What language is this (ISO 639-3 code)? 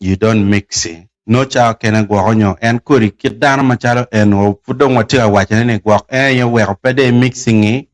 ach